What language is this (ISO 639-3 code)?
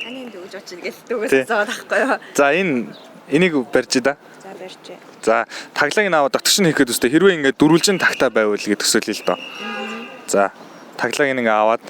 mon